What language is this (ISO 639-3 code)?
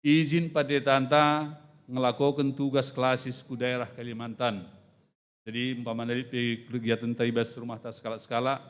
btx